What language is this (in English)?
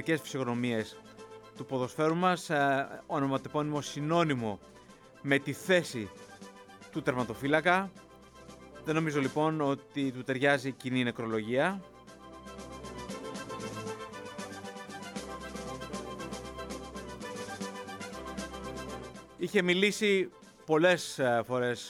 Greek